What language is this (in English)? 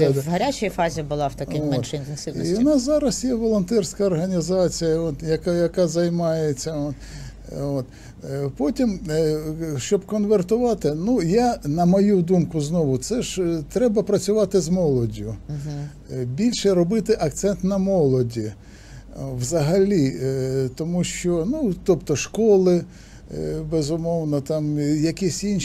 Ukrainian